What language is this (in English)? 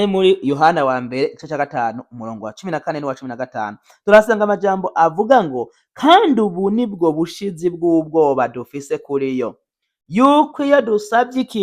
Rundi